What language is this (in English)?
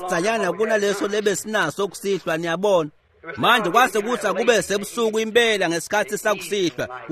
Swati